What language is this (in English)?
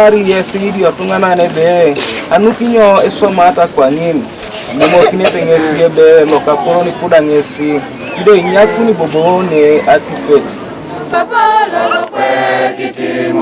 Teso